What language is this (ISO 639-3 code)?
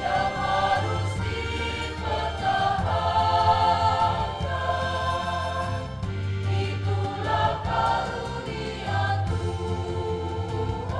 nia